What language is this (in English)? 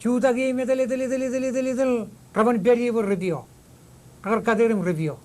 Marshallese